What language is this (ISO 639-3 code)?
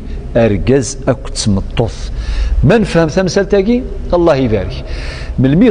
kab